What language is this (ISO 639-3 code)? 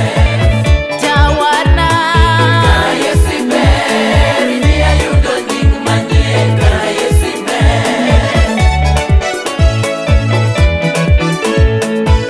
luo